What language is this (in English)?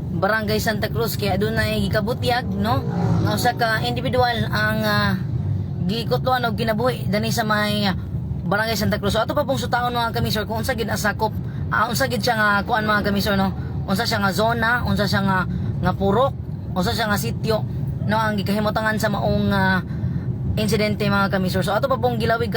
Cebuano